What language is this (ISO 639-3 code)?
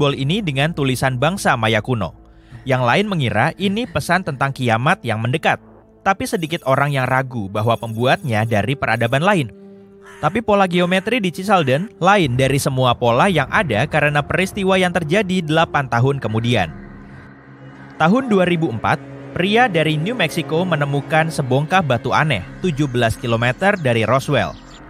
ind